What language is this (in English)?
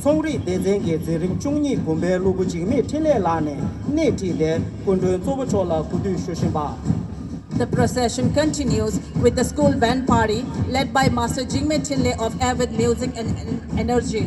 Tibetan